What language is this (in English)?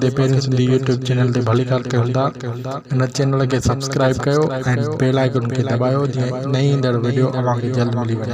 Sindhi